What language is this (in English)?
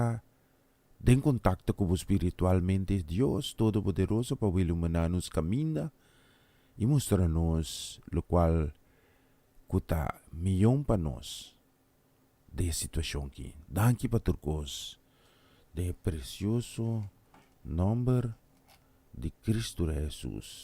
Papiamento